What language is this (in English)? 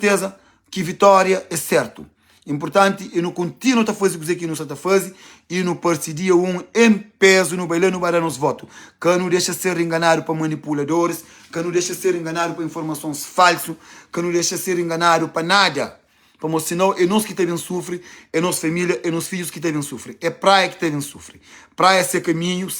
Kabuverdianu